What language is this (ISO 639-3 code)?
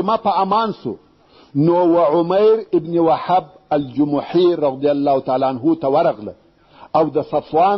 pus